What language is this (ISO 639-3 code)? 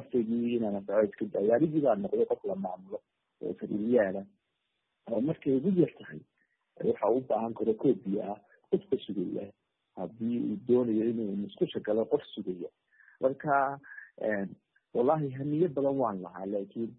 som